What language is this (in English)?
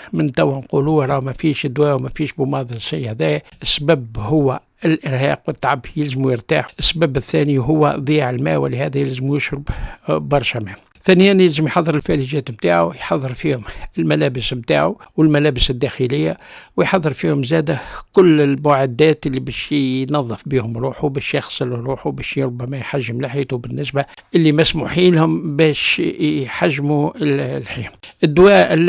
Tunisian Arabic